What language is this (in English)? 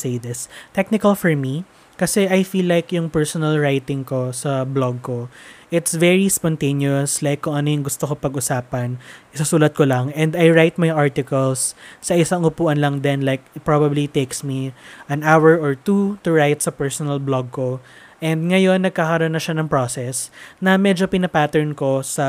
Filipino